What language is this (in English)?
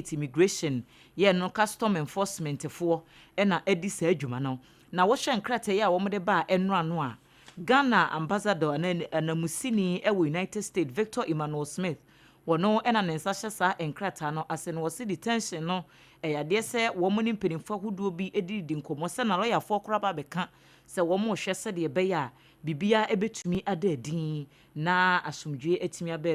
Akan